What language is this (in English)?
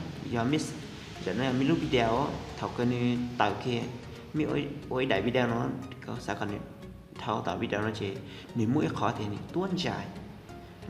Hmong